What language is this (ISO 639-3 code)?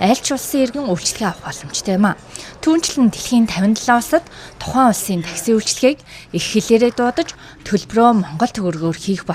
mon